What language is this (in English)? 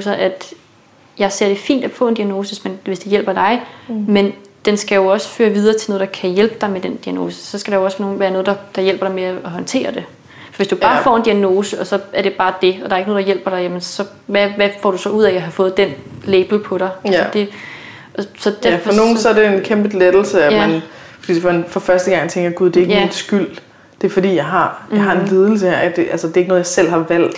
Danish